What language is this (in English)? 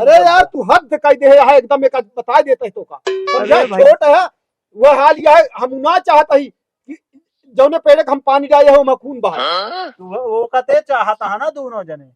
Awadhi